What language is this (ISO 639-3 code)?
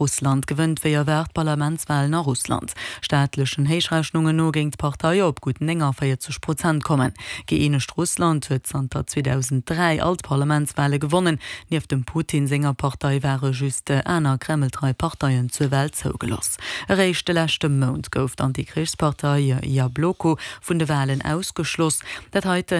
ltz